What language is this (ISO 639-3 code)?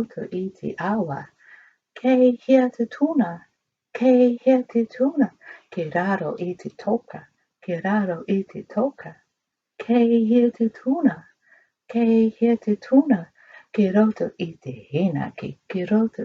mri